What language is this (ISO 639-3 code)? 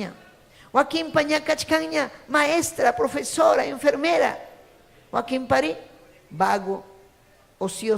quy